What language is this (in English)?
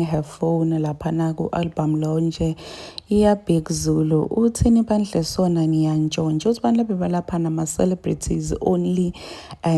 Zulu